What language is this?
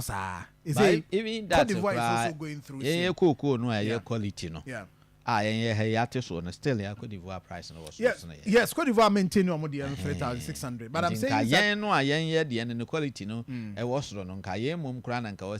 Akan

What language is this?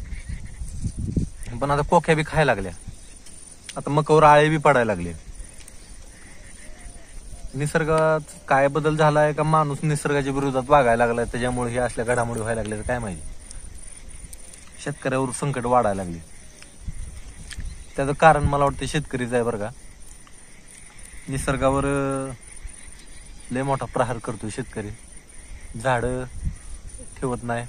Marathi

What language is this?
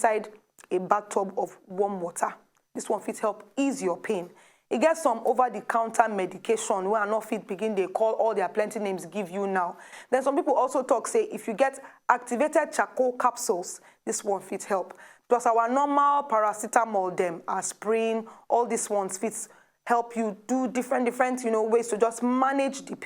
Nigerian Pidgin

